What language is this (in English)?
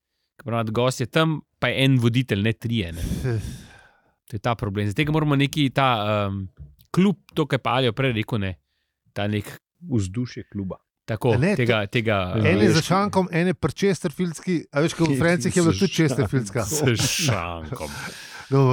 Slovenian